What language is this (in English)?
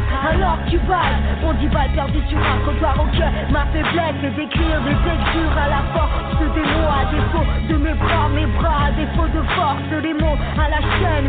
French